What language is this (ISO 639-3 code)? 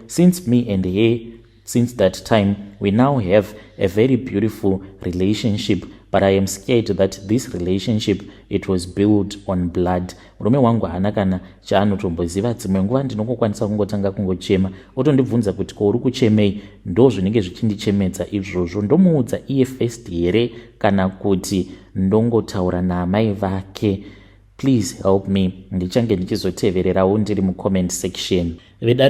sna